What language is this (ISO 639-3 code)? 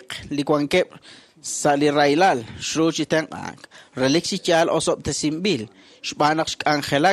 kek